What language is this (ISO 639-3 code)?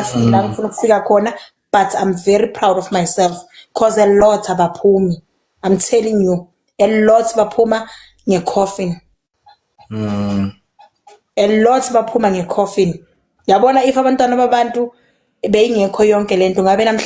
zul